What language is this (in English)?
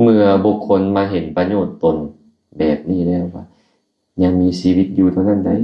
Lao